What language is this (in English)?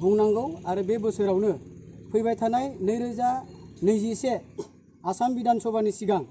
Bodo